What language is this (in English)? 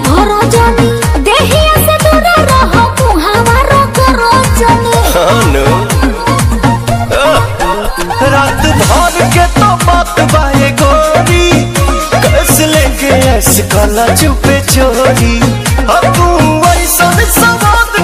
Bhojpuri